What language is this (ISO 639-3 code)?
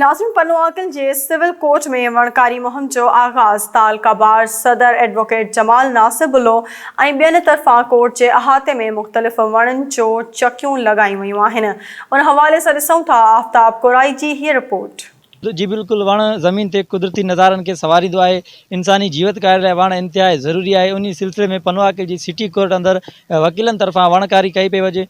snd